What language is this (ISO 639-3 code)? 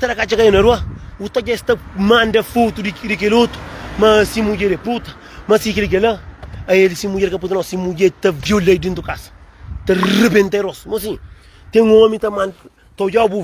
kea